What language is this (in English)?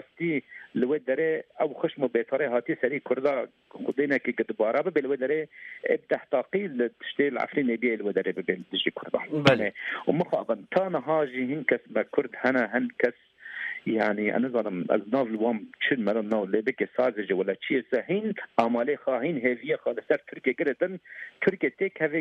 Kurdish